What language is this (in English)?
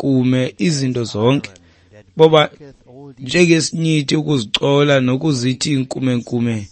Xhosa